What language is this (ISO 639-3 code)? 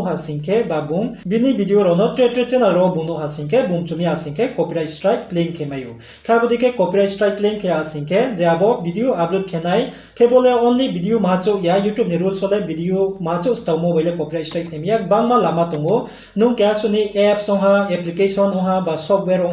ria